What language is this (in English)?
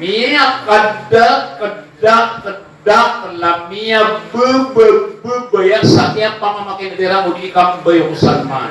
Maranao